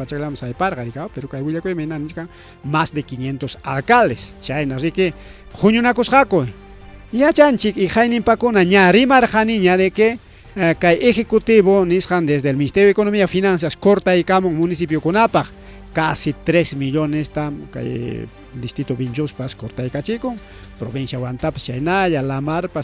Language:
Ayacucho Quechua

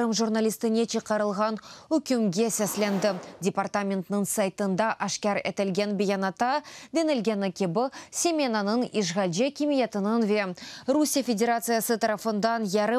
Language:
Crimean Tatar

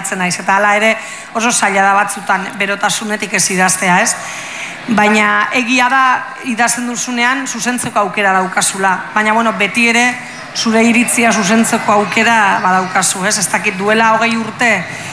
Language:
Basque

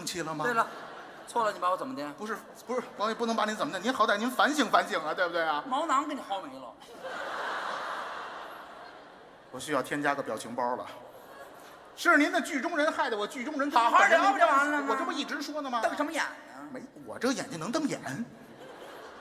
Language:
Chinese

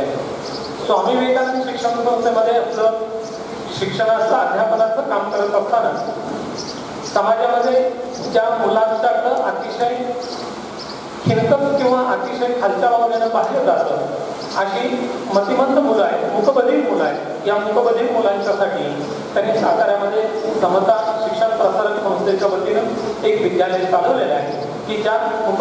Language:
Marathi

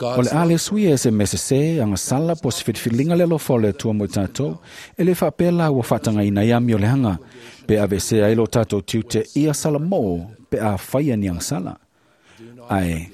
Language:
Samoan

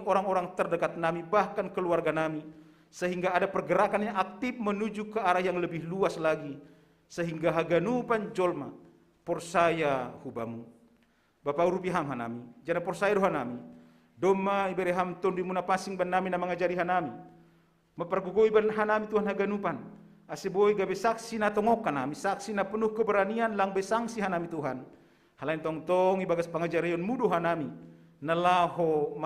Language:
Batak Simalungun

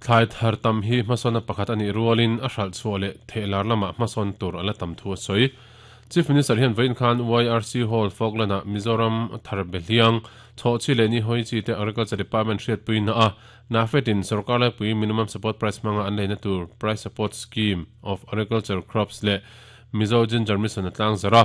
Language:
Mizo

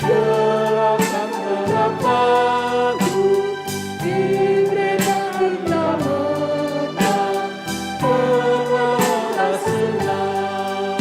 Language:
Batak Karo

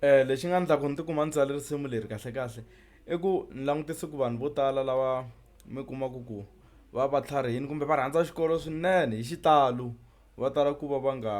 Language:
Tsonga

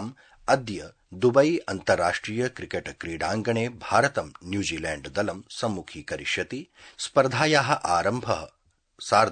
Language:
Sanskrit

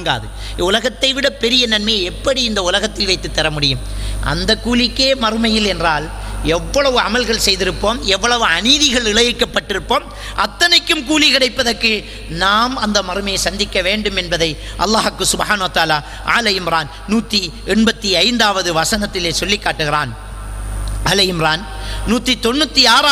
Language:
Tamil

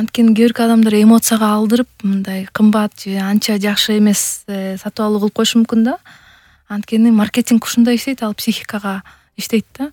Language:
Kyrgyz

